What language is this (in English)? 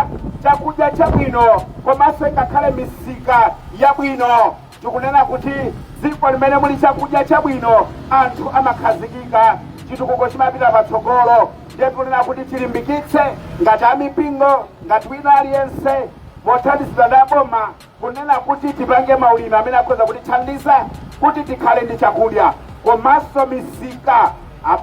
Nyanja